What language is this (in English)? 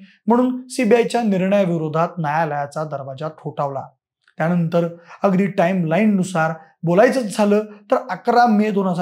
Marathi